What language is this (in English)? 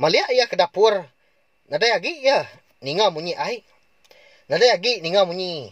Iban